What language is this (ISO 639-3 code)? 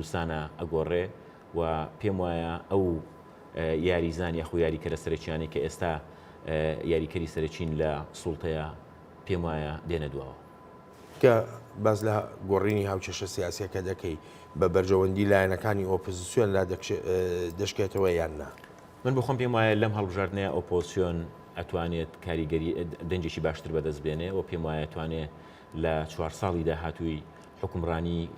ckb